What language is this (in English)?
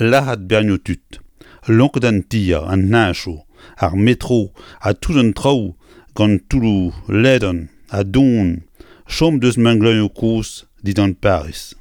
Breton